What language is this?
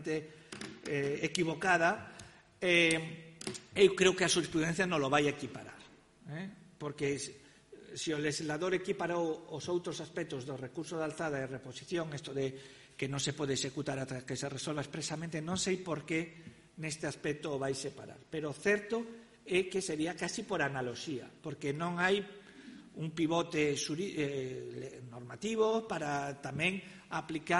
Galician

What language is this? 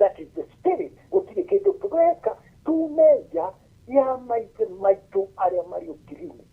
Kikuyu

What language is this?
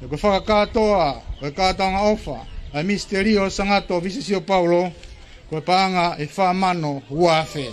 Tongan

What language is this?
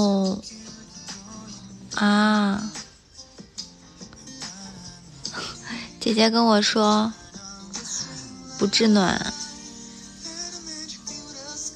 Chinese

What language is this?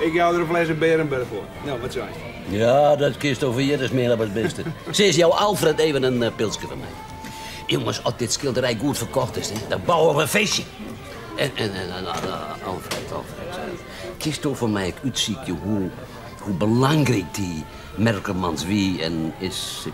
Western Frisian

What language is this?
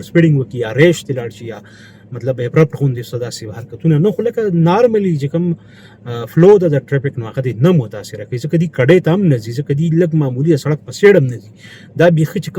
Pashto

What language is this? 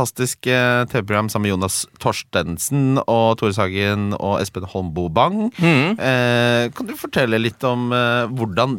Norwegian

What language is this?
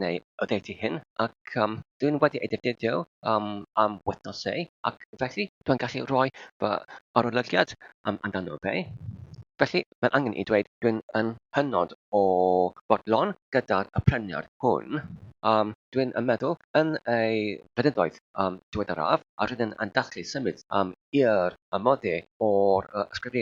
Welsh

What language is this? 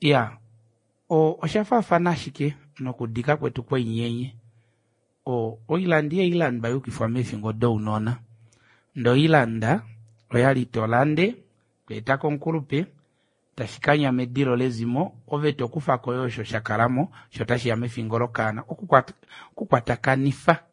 Kuanyama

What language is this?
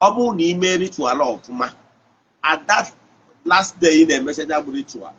Igbo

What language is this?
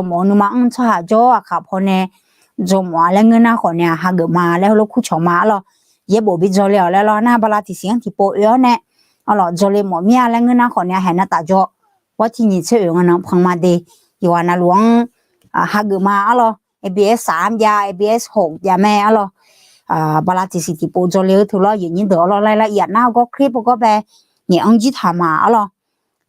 Akha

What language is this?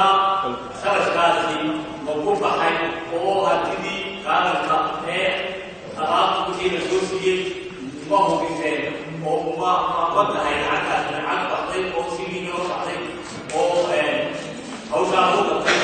Somali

